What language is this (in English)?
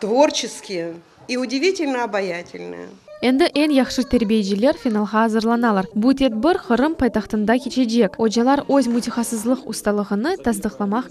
Crimean Tatar